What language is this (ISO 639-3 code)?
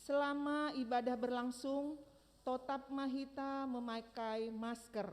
bts